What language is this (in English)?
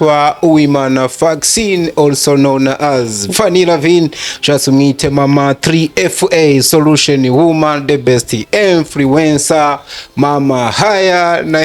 Rundi